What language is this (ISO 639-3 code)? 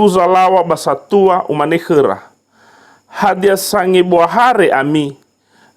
nia